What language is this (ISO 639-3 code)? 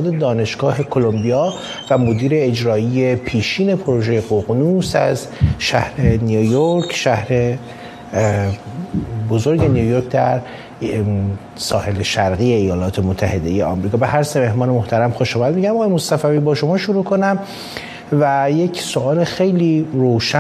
fas